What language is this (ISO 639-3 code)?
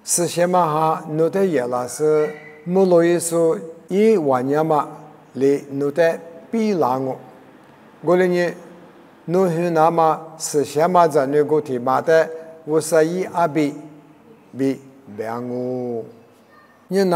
lis